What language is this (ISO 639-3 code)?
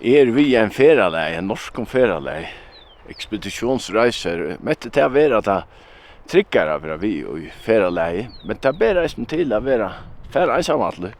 fao